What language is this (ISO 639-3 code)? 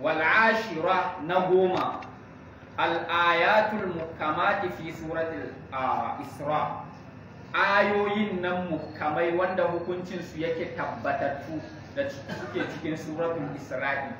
hau